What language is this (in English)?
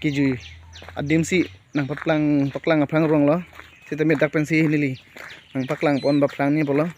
Karbi